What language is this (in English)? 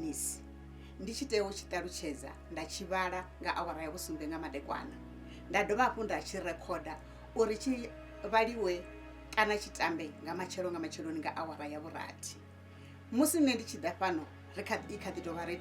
Venda